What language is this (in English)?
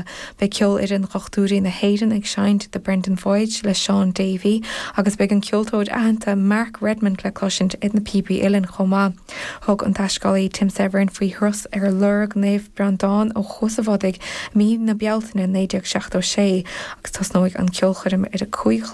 Irish